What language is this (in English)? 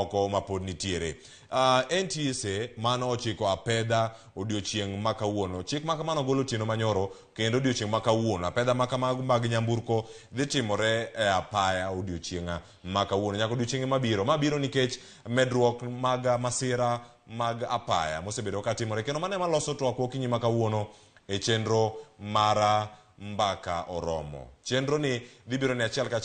Luo (Kenya and Tanzania)